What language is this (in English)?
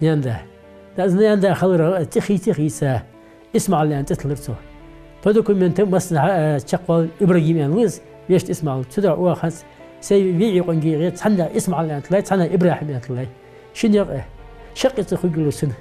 Ingush